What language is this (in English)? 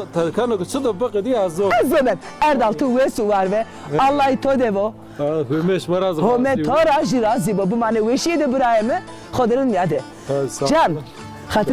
Zaza